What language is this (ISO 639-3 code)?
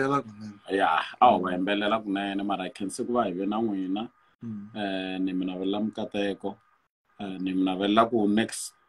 tso